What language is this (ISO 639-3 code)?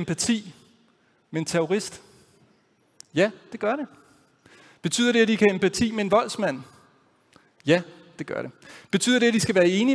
dan